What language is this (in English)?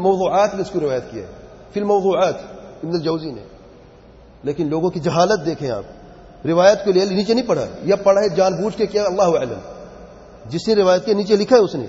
Urdu